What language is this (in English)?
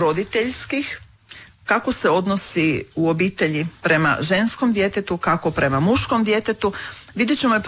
Croatian